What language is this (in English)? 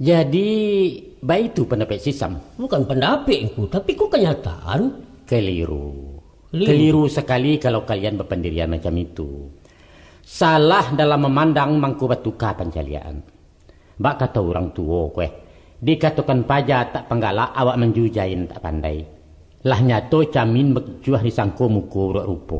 Minangkabau